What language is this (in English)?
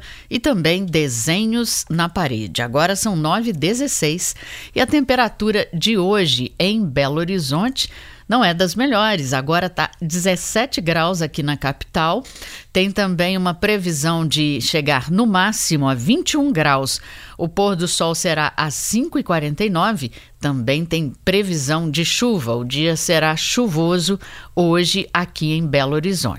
Portuguese